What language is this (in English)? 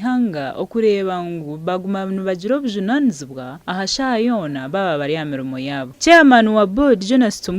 Nyankole